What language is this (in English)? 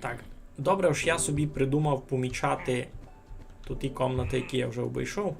Rusyn